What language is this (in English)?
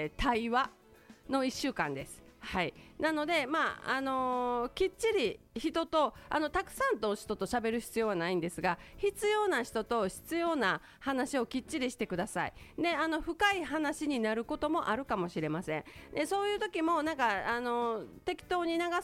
Japanese